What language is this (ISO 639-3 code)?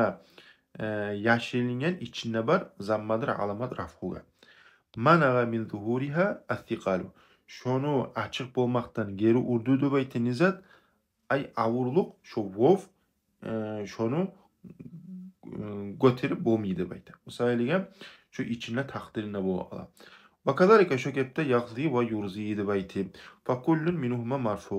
kum